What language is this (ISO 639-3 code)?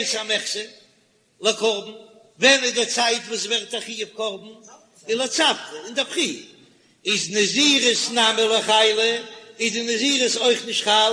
yid